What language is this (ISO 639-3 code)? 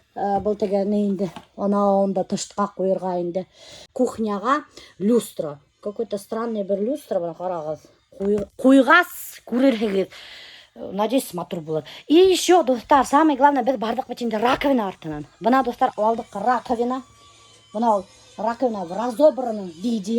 bak